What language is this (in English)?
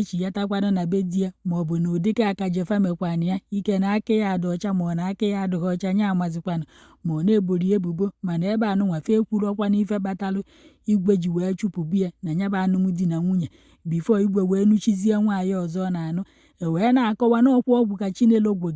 Igbo